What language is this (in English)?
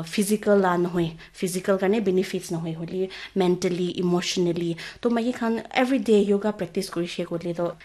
Naga Pidgin